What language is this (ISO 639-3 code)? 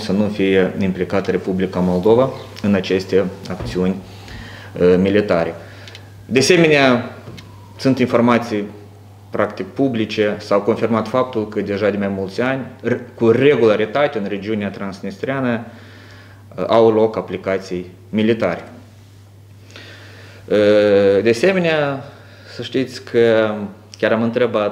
ron